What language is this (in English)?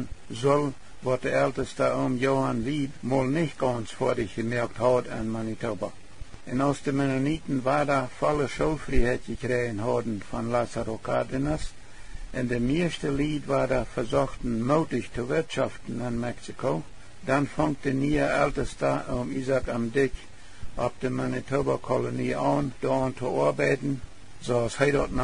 Plautdietsch